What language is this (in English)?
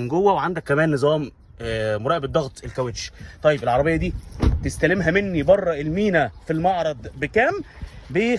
Egyptian Arabic